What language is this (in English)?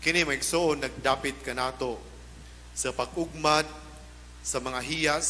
Cebuano